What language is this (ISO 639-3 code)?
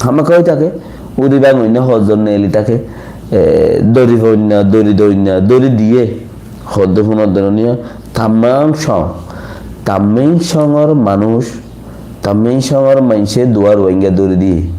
rhg